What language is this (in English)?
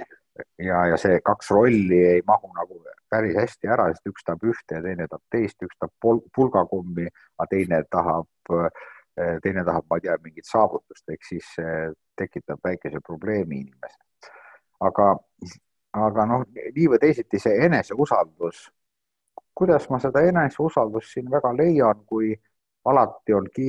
Estonian